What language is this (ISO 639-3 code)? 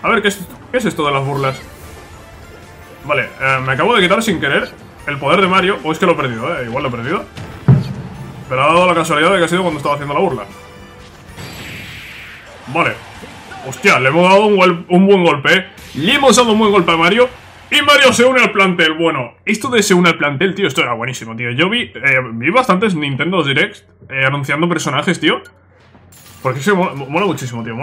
spa